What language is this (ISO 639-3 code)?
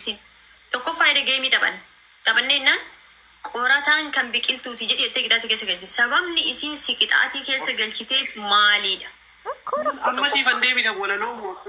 orm